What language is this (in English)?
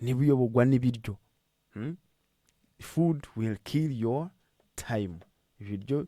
Kinyarwanda